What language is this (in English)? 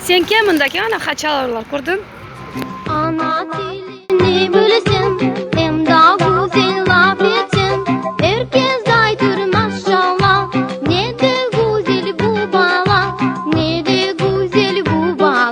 Crimean Tatar